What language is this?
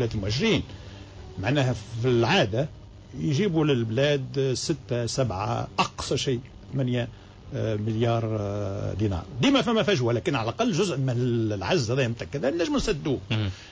Tunisian Arabic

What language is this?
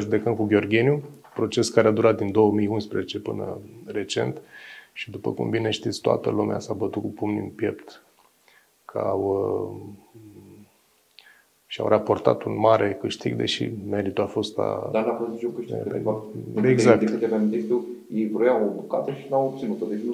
Romanian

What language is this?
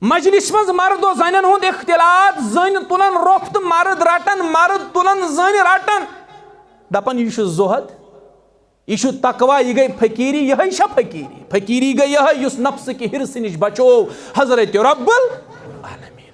Kashmiri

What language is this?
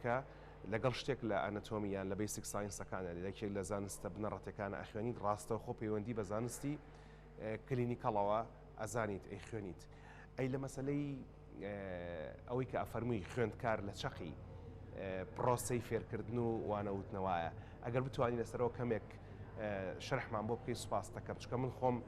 Central Kurdish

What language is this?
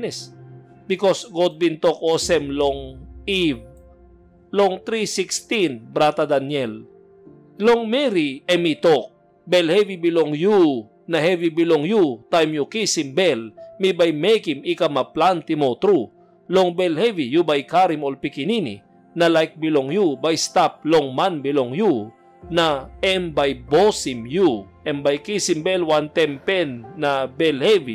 Tok Pisin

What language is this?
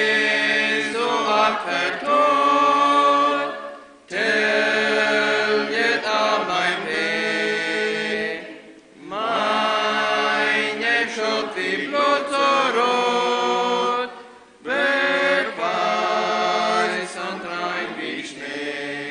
Plautdietsch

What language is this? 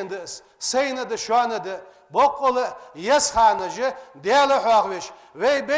Ingush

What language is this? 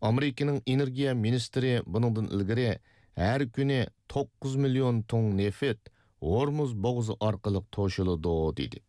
Uyghur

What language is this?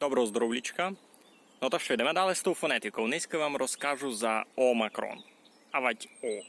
Rusyn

